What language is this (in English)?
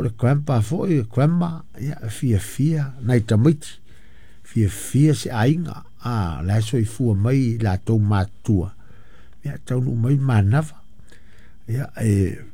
Samoan